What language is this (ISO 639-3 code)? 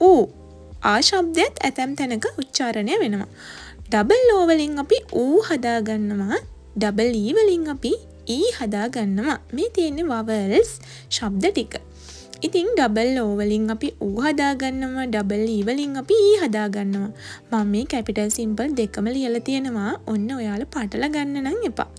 sin